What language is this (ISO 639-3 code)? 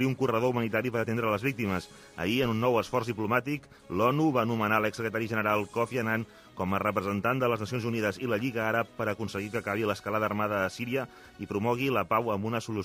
cat